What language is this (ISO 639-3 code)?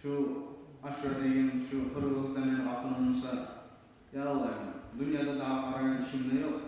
kum